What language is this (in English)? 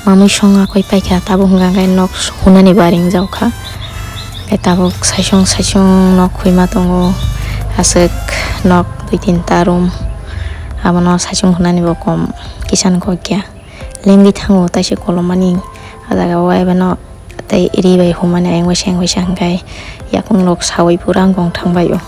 Kok Borok